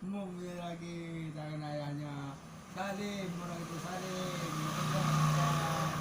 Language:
Musi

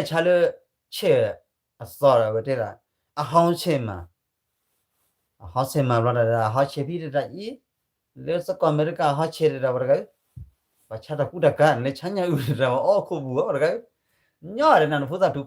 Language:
S'gaw Karen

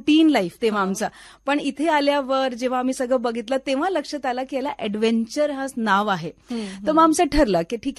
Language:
Marathi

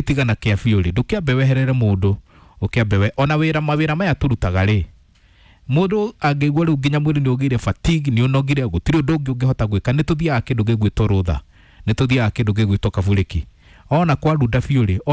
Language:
Kikuyu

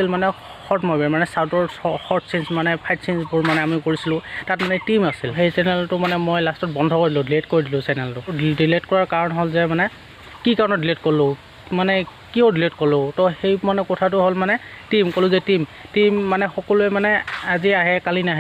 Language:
Assamese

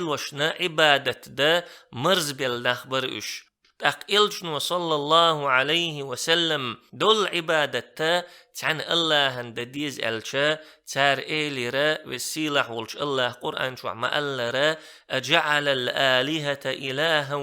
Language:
Chechen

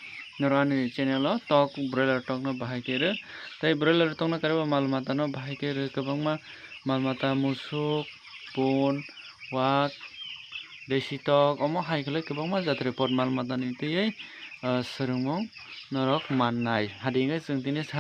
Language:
Kok Borok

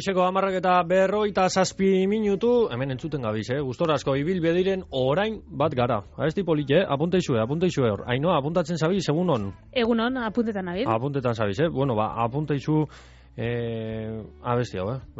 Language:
Basque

